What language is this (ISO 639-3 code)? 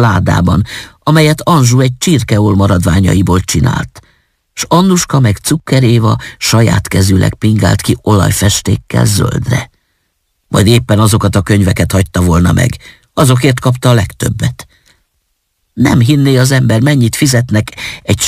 hun